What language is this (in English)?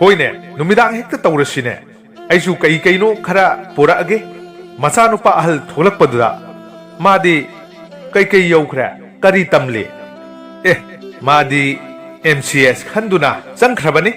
Manipuri